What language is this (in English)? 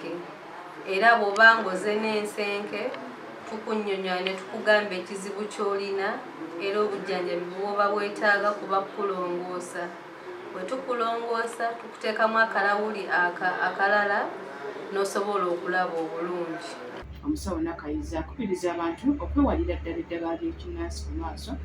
Ganda